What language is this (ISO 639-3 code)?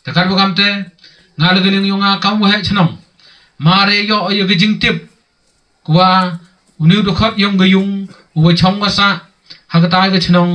pbv